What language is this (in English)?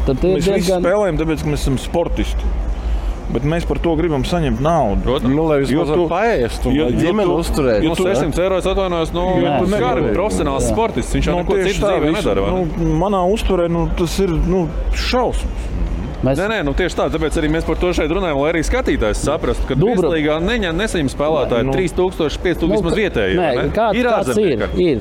Latvian